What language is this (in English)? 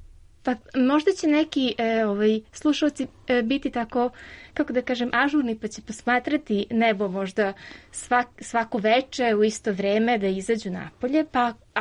Serbian